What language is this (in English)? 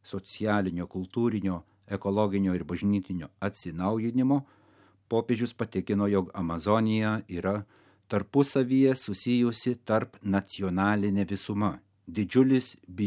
Lithuanian